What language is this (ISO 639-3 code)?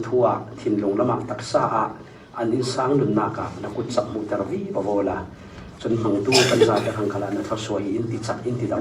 cfm